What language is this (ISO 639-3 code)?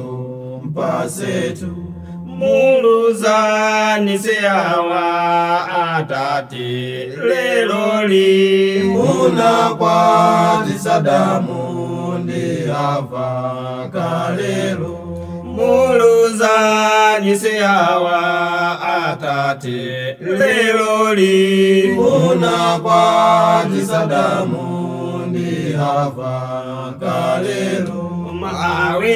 nya